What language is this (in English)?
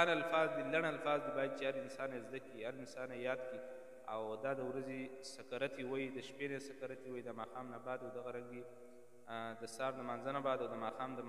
Pashto